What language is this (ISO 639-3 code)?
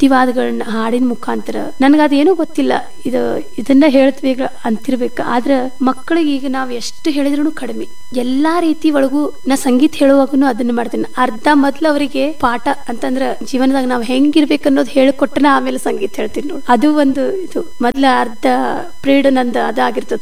kan